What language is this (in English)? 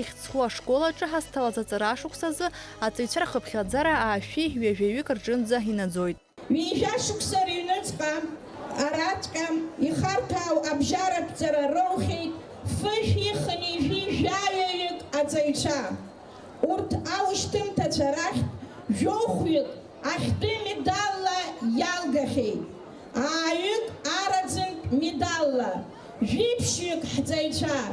Abkhazian